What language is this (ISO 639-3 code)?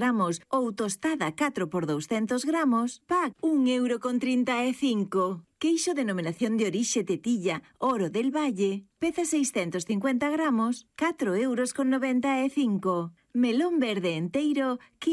glg